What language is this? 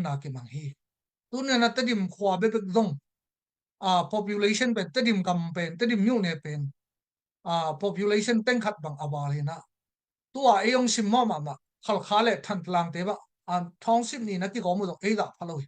Tedim Chin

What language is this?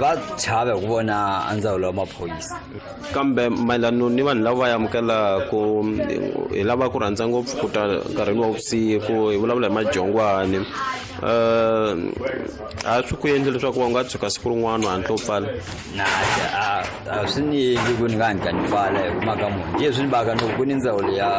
Tsonga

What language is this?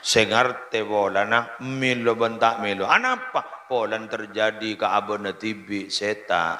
Madurese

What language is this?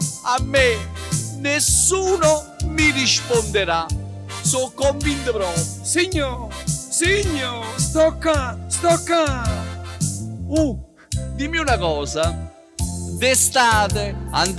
Neapolitan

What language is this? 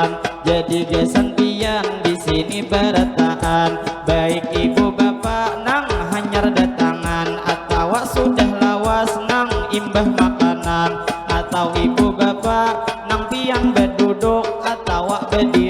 Banjar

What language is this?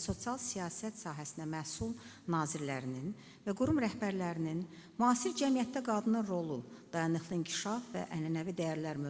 Azerbaijani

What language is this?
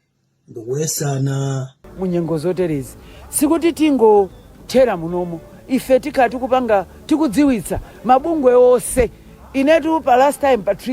Nyanja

